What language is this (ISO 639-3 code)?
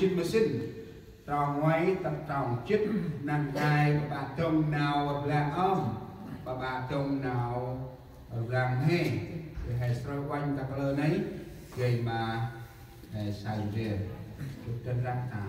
cmo